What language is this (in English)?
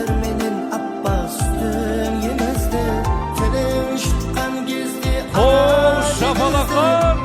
Kara-Kalpak